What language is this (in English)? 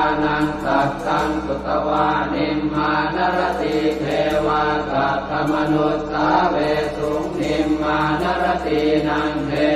Pali